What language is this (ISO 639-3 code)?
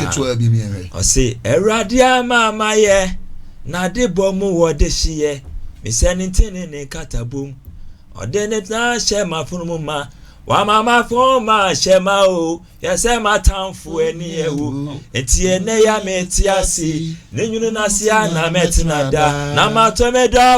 aka